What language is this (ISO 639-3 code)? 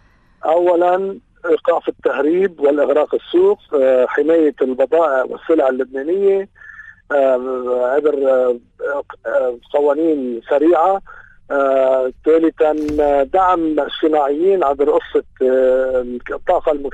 apc